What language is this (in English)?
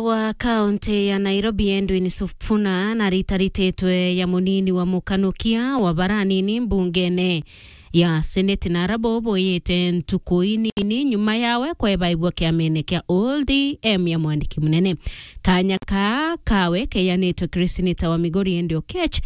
Meru